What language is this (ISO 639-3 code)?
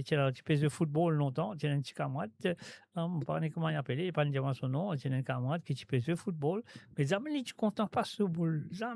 mfe